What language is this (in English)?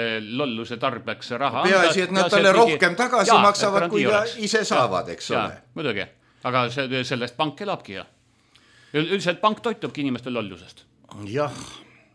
Estonian